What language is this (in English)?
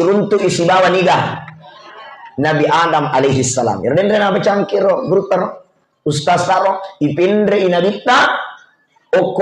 Buginese